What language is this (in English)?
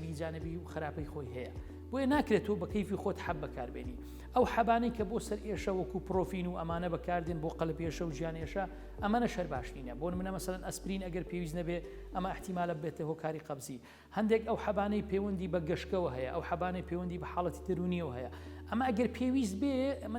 Central Kurdish